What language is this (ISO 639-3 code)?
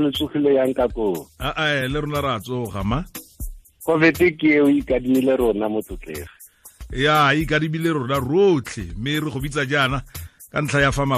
tsn